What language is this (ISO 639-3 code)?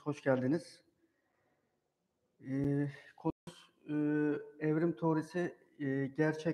tur